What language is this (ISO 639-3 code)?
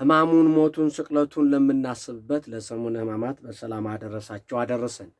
amh